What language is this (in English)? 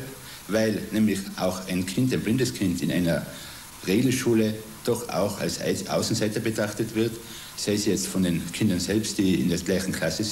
German